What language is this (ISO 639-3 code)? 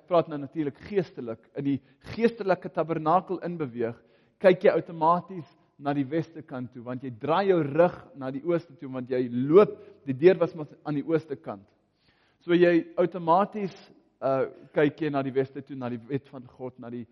afr